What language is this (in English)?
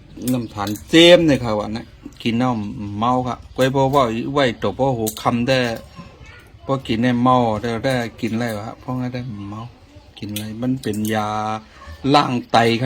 Shan